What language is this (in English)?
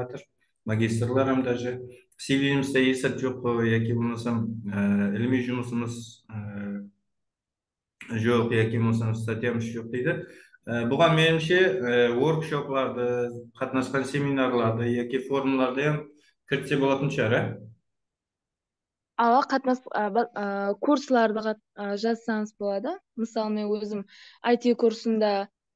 Kara-Kalpak